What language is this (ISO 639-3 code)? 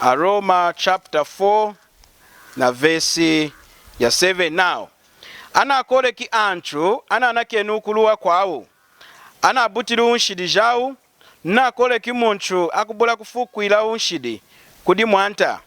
lun